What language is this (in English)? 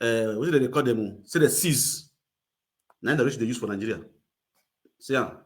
Nigerian Pidgin